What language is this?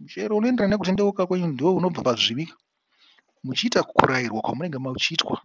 Shona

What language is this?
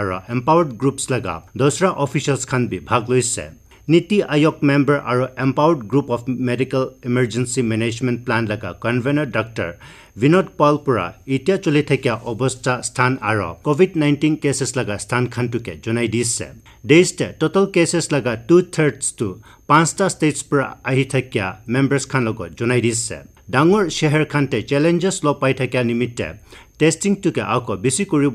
Naga Pidgin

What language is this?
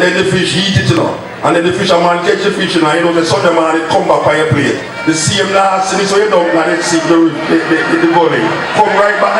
Jamaican Creole English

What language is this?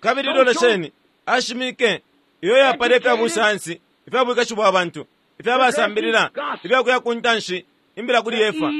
Bemba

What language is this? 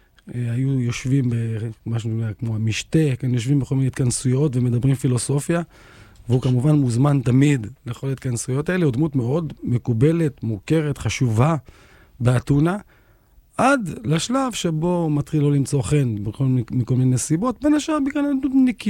Hebrew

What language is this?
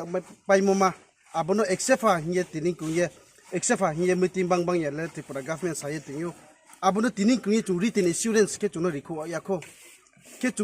Riang (India)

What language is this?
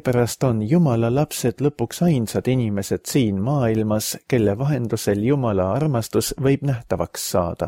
Estonian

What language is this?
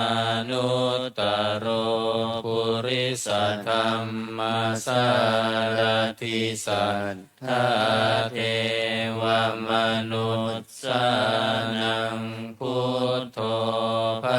Pali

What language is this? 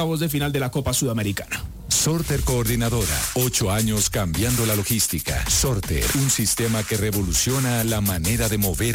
Spanish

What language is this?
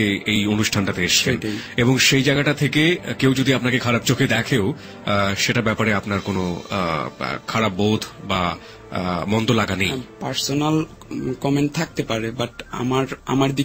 Bangla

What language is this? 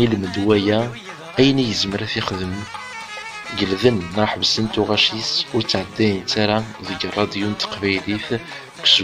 Kabyle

